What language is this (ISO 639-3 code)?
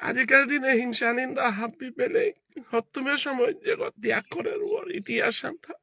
bpy